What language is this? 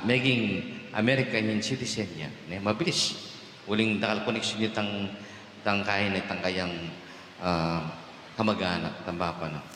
Pampanga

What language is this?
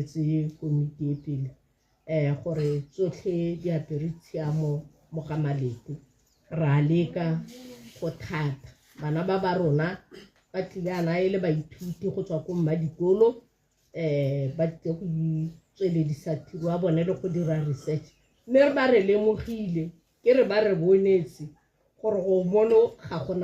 Tswana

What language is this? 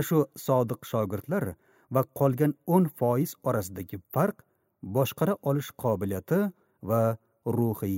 Uzbek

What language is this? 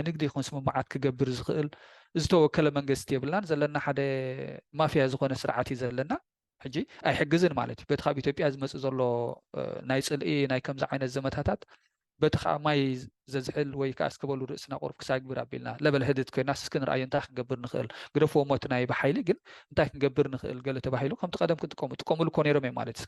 Tigrinya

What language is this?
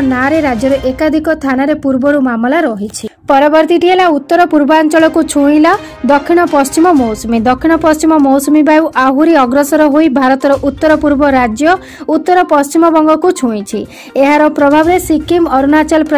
Odia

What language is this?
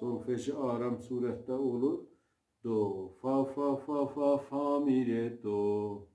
South Azerbaijani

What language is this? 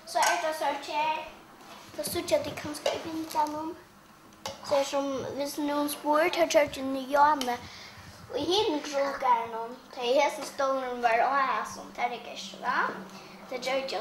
Faroese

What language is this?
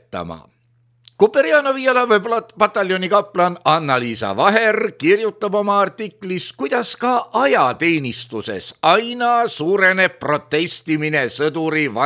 Estonian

